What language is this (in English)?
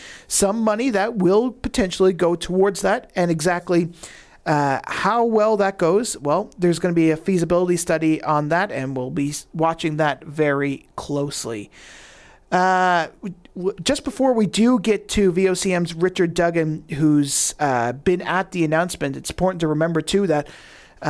English